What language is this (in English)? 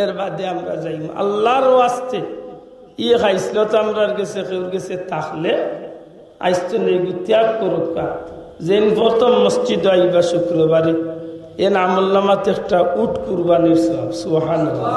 Sylheti